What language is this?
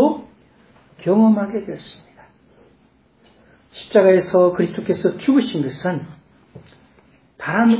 Korean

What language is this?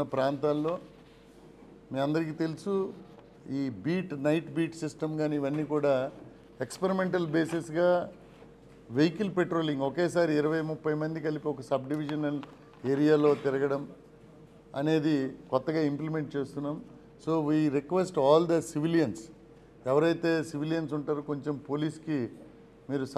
Telugu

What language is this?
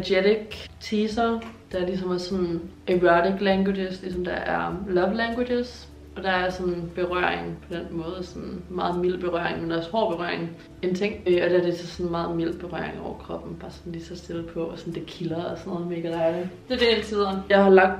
Danish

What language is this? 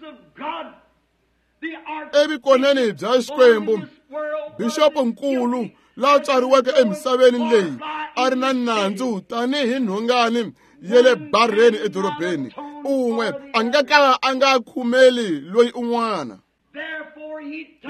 Tsonga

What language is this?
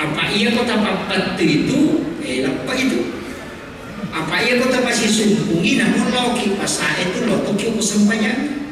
Buginese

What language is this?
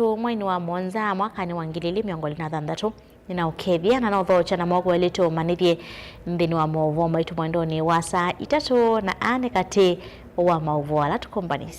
Kamba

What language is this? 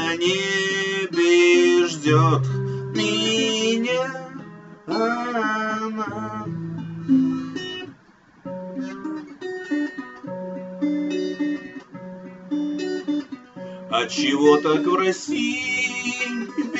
Russian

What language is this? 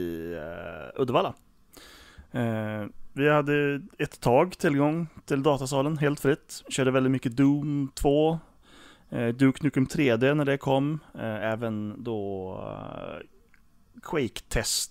Swedish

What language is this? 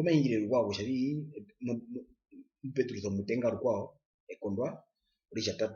Herero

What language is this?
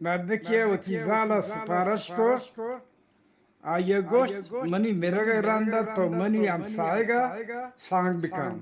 Eastern Balochi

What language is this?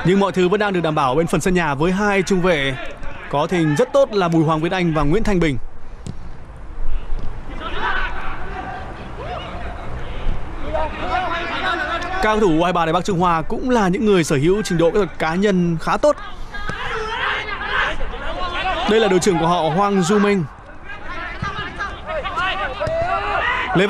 Vietnamese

